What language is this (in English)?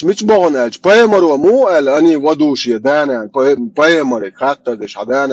Chechen